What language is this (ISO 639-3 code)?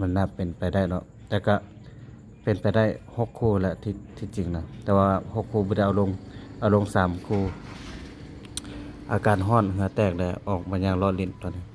lao